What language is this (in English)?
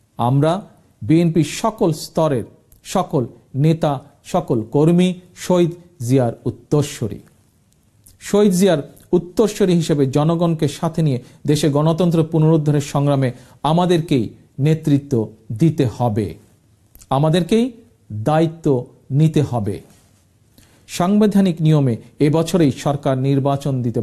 Bangla